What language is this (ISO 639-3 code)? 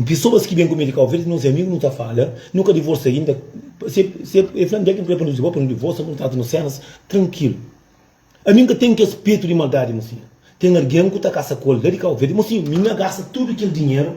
kea